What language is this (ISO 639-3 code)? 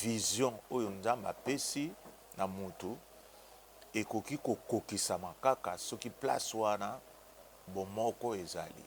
lin